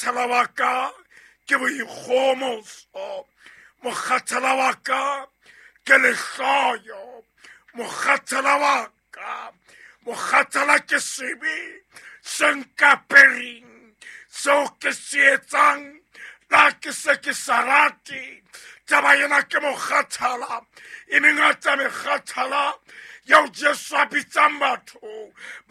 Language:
Southern Sotho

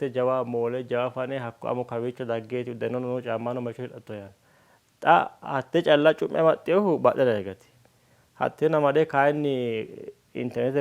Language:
Sidamo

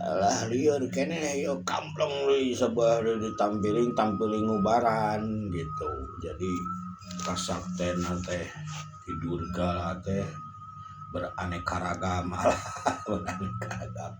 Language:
Sundanese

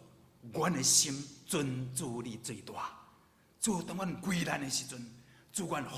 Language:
Min Nan Chinese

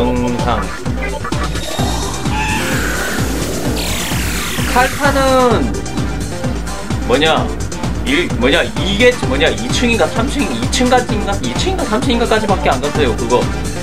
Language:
Korean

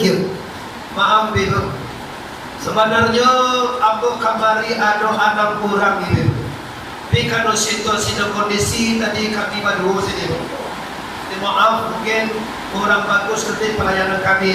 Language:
Minangkabau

